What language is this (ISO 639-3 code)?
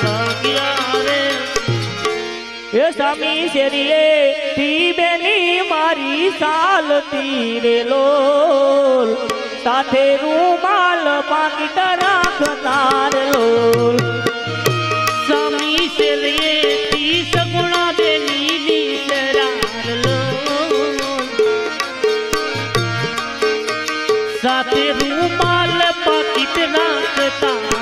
guj